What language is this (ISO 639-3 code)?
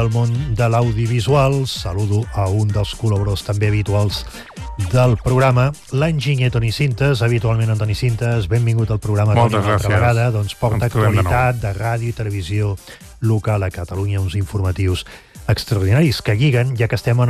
cat